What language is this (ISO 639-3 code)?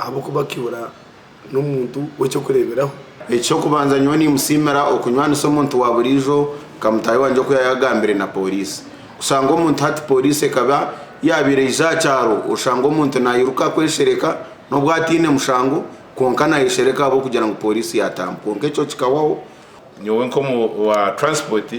nyn